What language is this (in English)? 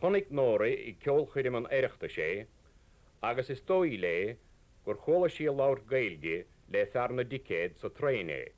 Irish